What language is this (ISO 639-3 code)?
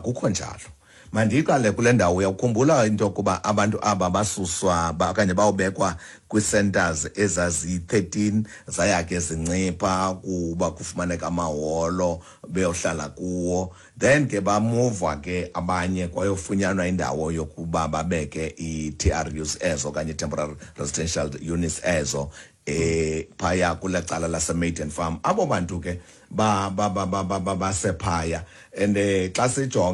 xho